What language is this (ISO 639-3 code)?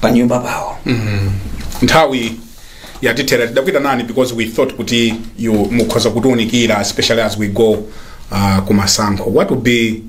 nya